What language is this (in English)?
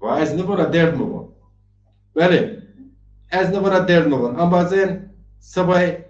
Zaza